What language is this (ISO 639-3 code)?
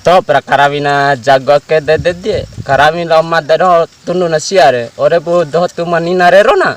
bhp